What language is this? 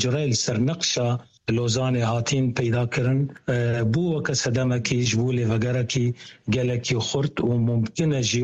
Kurdish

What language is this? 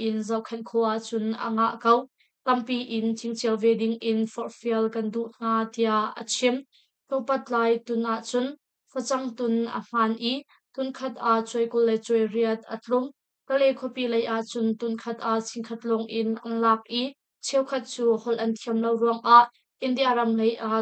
Hakha Chin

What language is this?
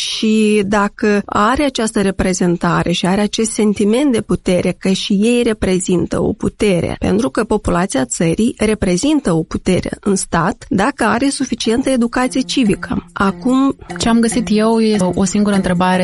Romanian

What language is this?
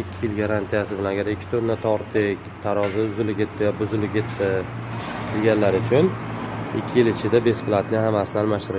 Uzbek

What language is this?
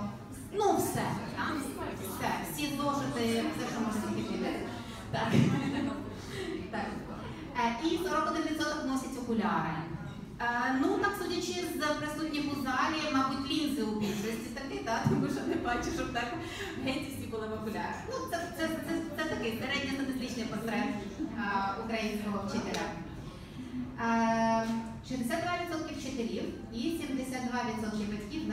Ukrainian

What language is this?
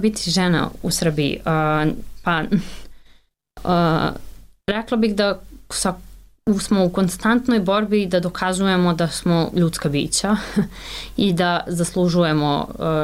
Serbian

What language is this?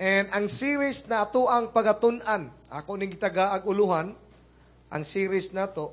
Cebuano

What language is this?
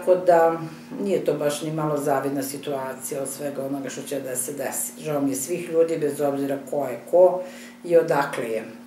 Serbian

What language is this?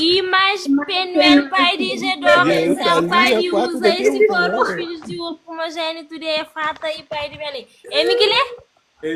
Kabuverdianu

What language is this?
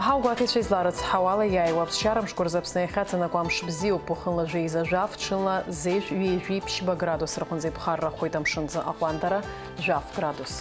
Abkhazian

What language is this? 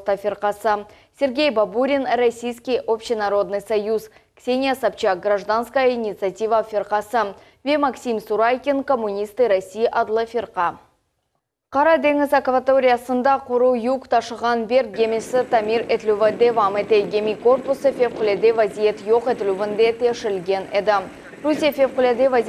Crimean Tatar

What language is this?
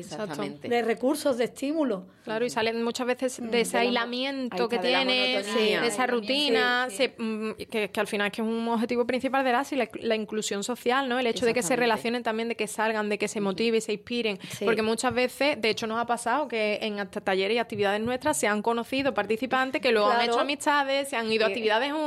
Spanish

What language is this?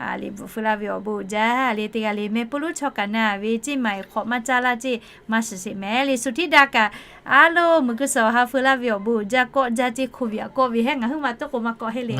Lahu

